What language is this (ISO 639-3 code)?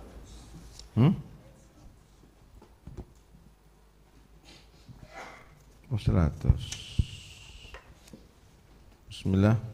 ind